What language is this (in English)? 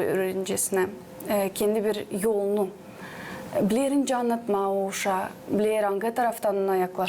Gagauz